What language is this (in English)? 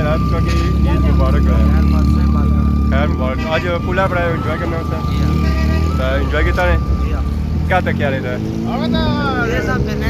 Pahari-Potwari